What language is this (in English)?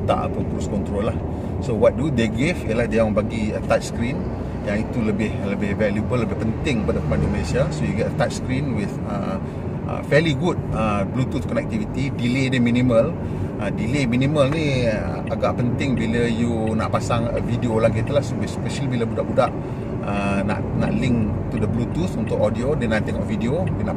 Malay